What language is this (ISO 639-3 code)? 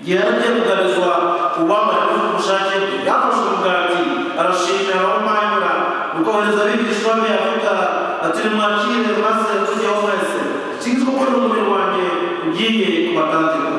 kin